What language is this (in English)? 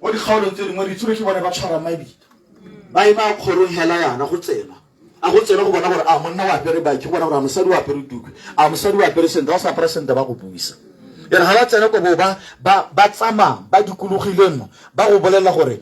Tswana